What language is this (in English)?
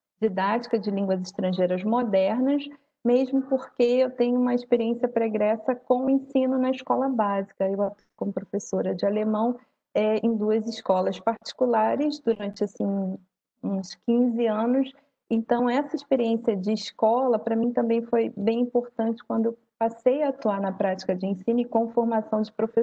Portuguese